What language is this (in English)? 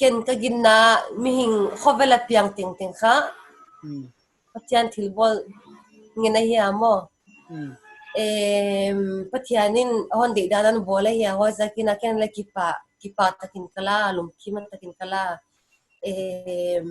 Paite Chin